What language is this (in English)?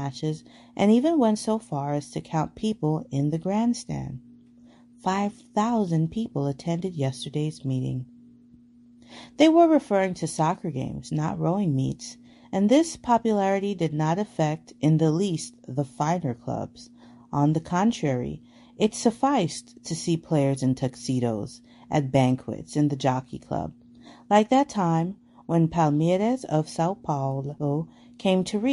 English